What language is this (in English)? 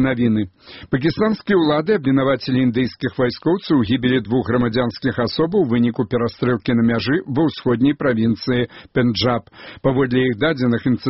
Belarusian